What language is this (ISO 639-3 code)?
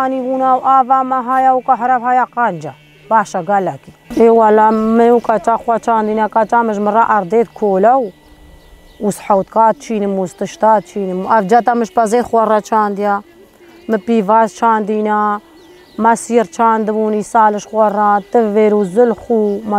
kur